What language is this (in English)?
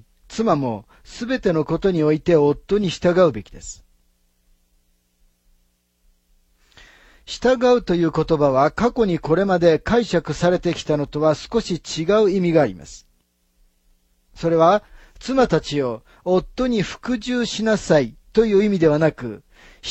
Japanese